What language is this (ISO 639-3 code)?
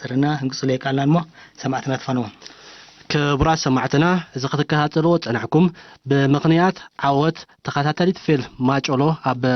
tir